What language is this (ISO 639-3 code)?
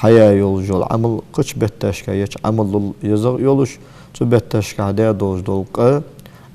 inh